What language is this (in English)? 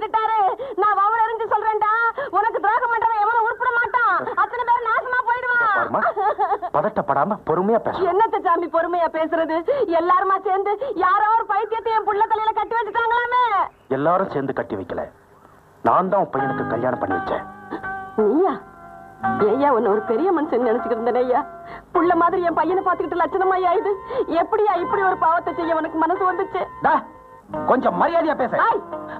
Tamil